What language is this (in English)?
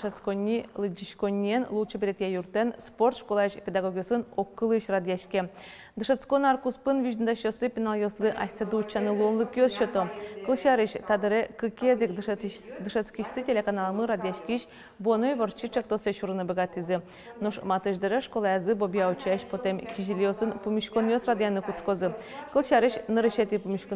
Udmurt